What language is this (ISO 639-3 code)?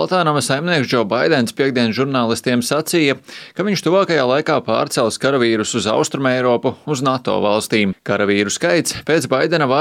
lav